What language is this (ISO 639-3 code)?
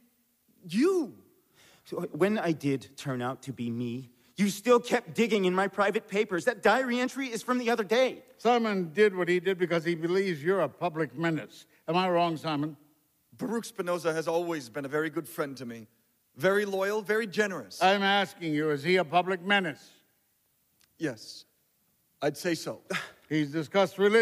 eng